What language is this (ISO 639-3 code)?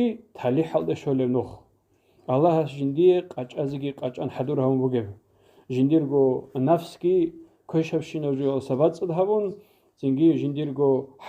ava